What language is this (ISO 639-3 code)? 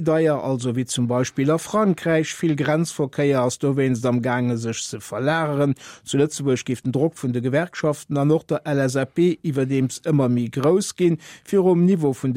ltz